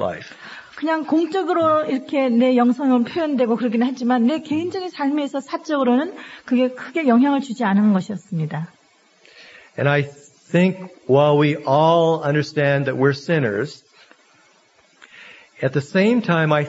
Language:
Korean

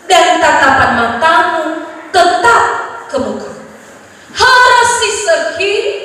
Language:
Nias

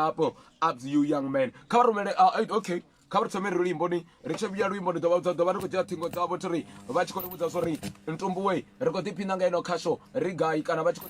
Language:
Venda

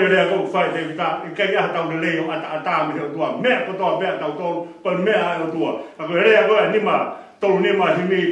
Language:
Tongan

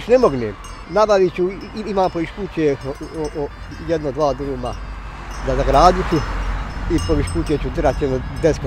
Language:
Bosnian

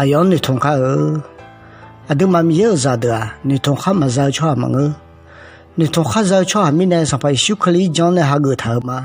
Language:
Akha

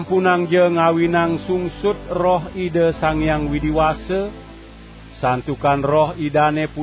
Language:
Balinese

